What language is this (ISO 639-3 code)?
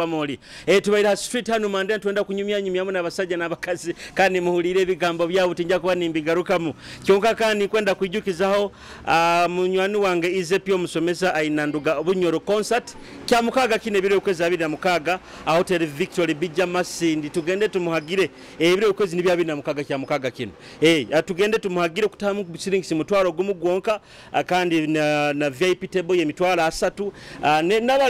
nyo